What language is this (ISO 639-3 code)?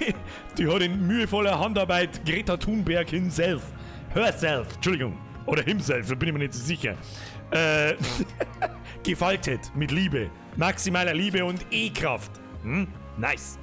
bar